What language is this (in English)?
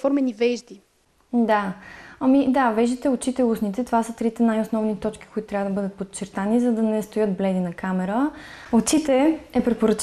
Bulgarian